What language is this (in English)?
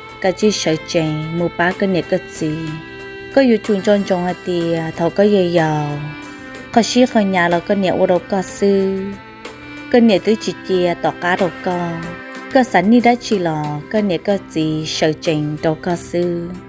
Hmong